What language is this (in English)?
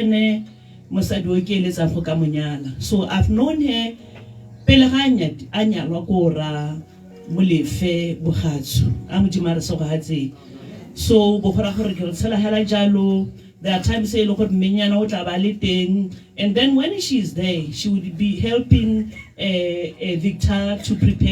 Tswana